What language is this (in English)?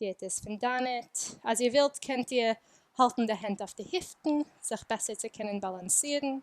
Yiddish